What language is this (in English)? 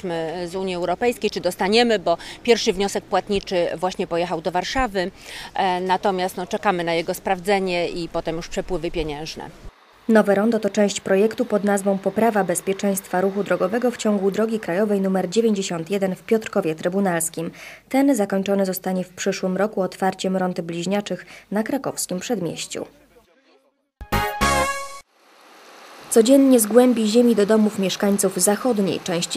Polish